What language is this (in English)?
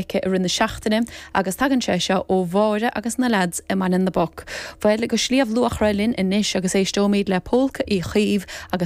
Irish